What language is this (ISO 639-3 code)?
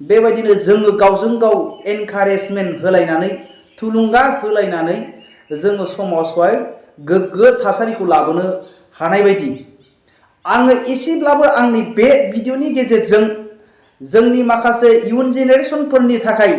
brx